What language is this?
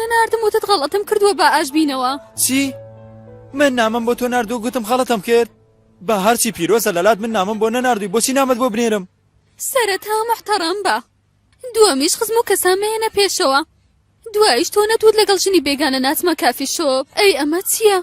Central Kurdish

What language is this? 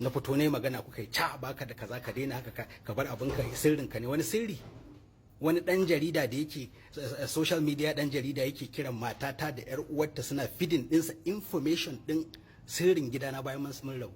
Hausa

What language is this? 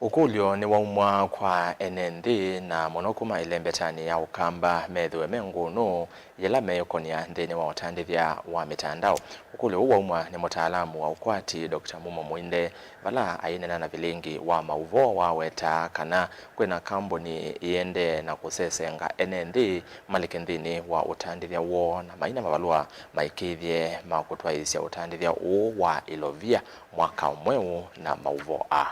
Kamba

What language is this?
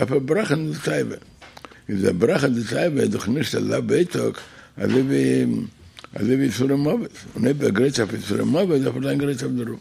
Yiddish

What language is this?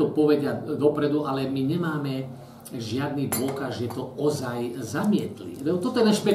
Slovak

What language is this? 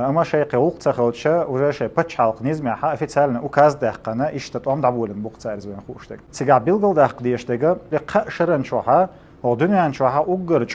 Chechen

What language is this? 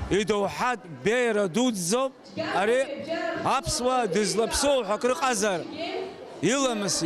Abkhazian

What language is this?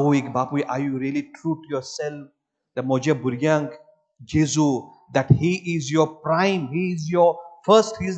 Konkani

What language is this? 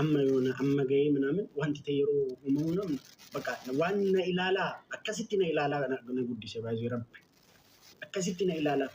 Oromo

